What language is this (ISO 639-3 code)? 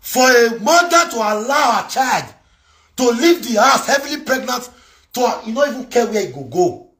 pcm